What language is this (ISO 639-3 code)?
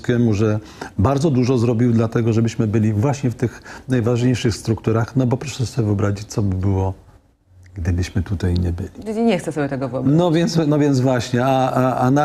pol